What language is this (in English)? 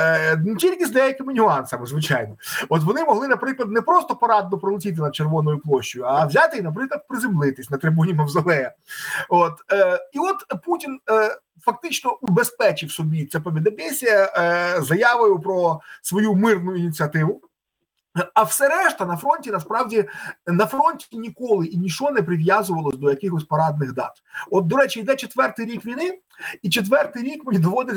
Ukrainian